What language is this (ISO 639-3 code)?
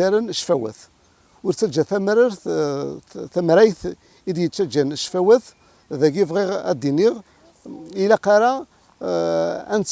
kab